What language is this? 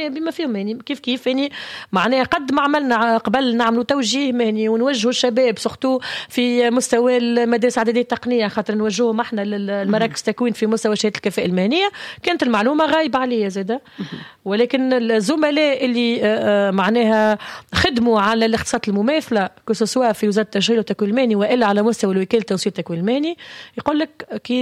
Tunisian Arabic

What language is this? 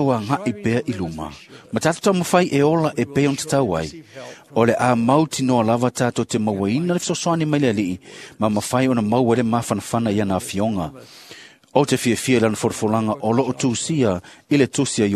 Samoan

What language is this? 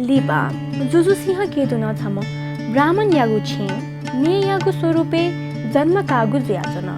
Newari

